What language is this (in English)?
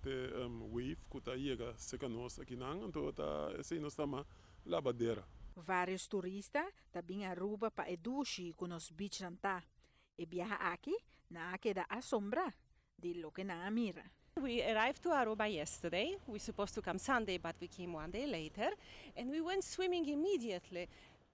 Papiamento